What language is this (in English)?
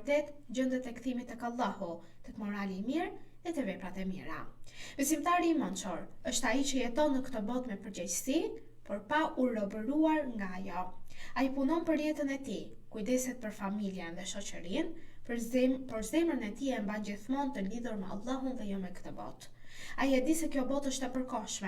Albanian